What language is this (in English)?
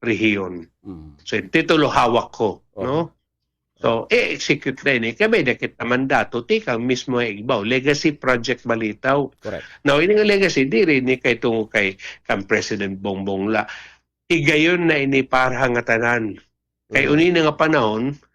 Waray